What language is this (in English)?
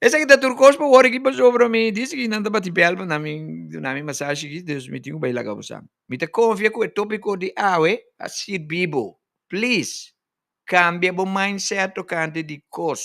Papiamento